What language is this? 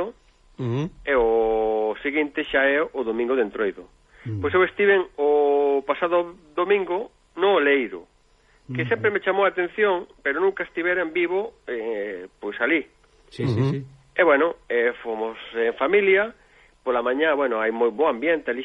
Galician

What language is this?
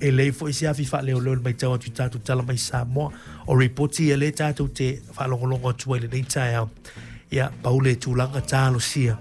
Samoan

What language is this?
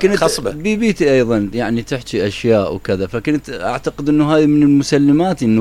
Mesopotamian Arabic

